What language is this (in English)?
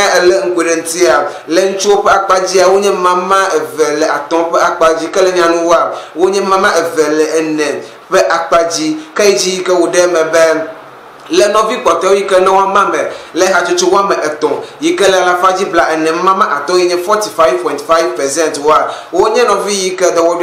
Ewe